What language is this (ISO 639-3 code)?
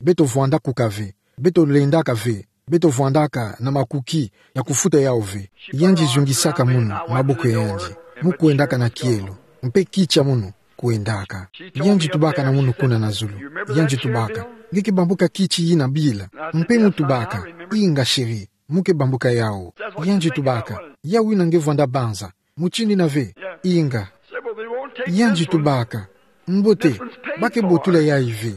ktu